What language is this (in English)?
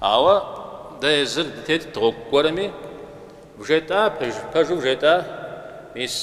Kabardian